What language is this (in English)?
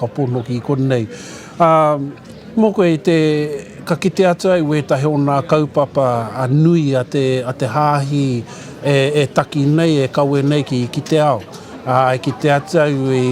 Māori